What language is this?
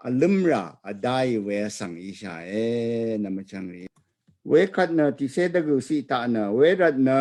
Rawang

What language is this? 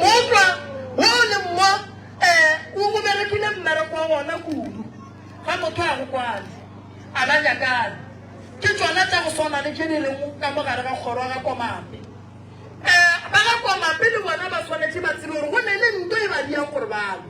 Northern Sotho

